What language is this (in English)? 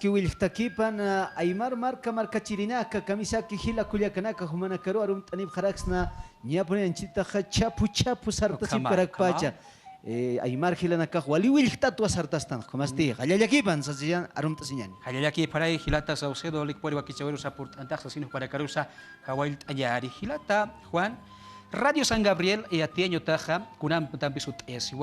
Aymara